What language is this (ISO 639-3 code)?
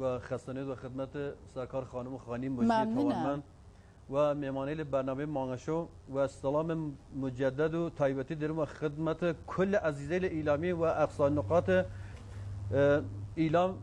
kur